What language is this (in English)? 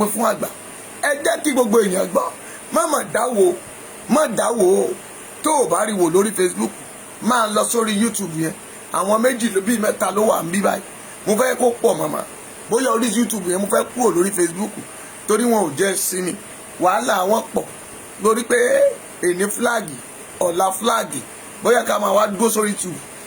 Yoruba